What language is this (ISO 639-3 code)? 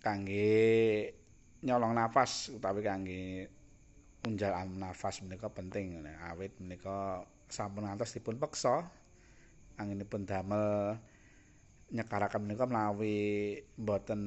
jav